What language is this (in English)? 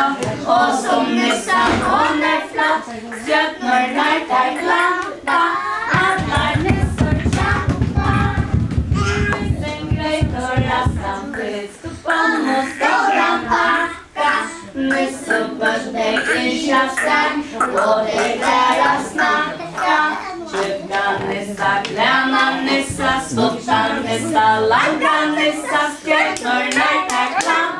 Faroese